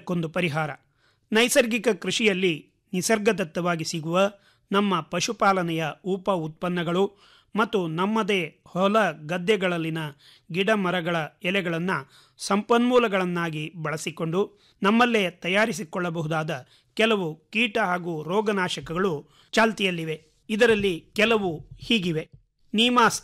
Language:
Kannada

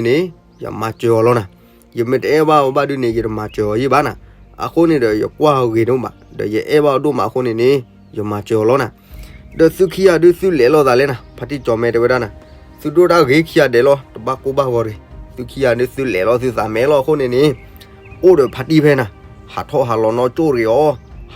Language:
S'gaw Karen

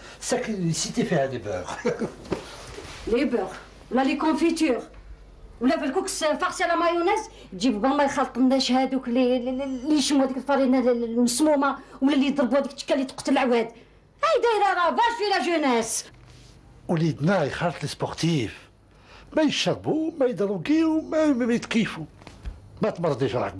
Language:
Algerian Arabic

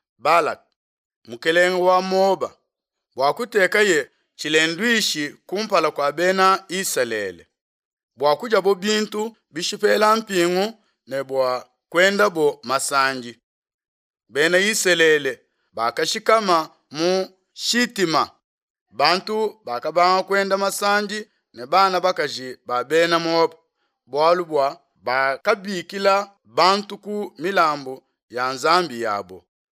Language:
Luba-Lulua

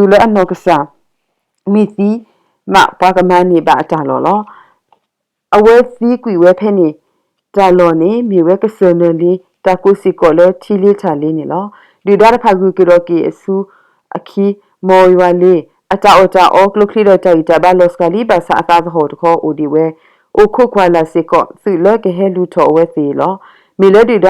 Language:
S'gaw Karen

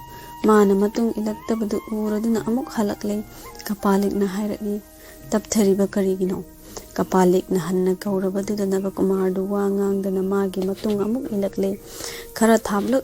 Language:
Manipuri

